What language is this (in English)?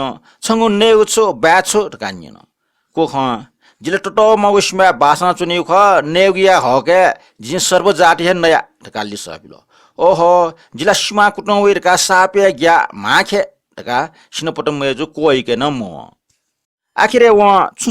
Newari